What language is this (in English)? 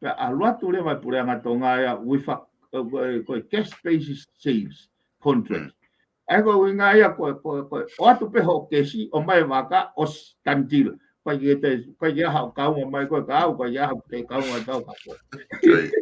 Tongan